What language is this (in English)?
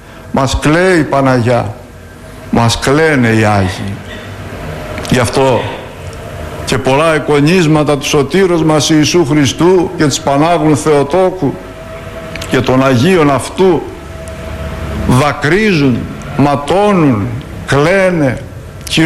Greek